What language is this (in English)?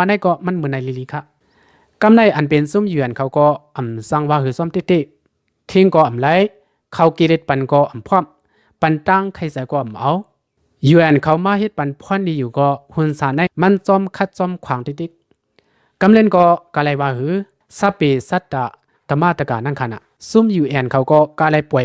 Shan